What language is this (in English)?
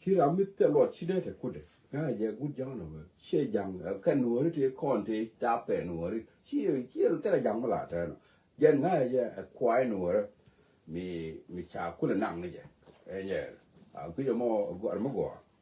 Nuer